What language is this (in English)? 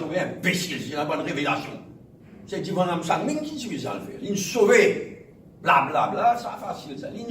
Morisyen